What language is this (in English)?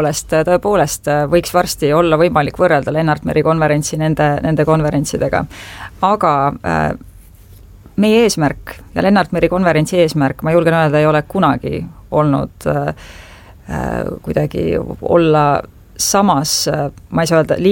Estonian